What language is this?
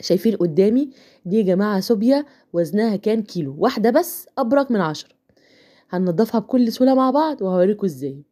Egyptian Arabic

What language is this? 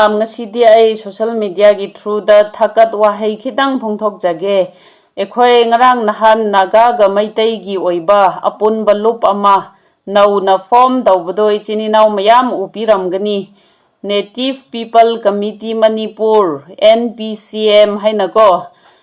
Manipuri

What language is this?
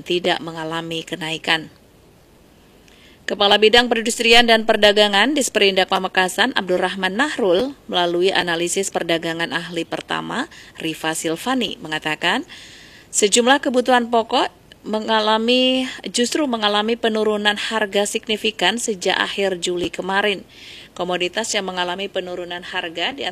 Indonesian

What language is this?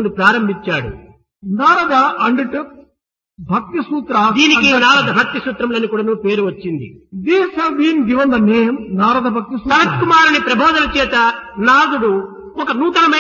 Telugu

